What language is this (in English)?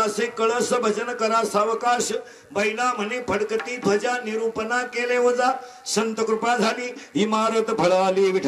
Marathi